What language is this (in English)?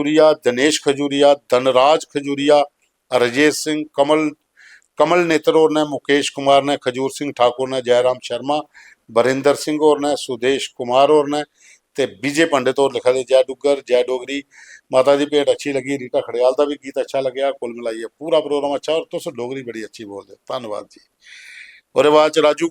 Dogri